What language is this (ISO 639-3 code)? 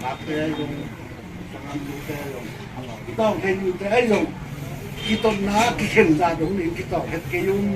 ctd